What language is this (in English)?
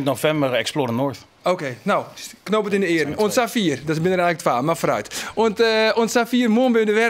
Western Frisian